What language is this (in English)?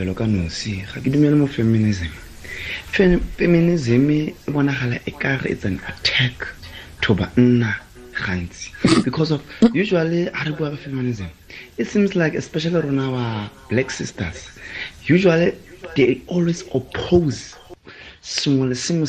Tswana